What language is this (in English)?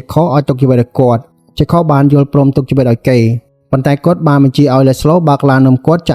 Khmer